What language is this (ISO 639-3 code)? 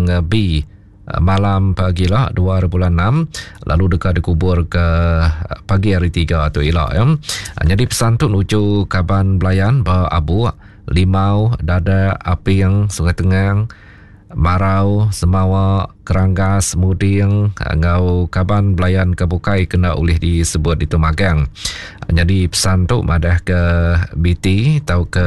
iba